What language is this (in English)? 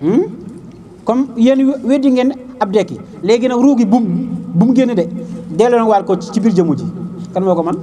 Wolof